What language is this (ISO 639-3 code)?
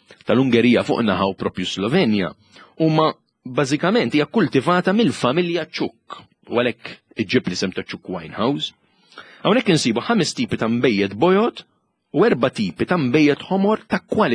mlt